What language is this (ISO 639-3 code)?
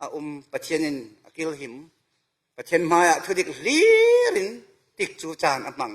cfm